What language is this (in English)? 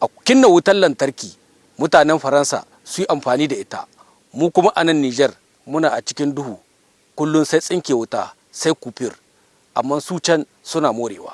Hausa